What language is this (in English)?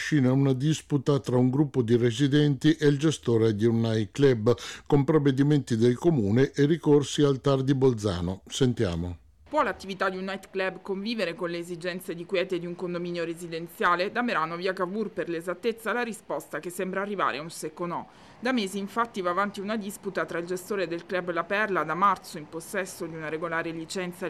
Italian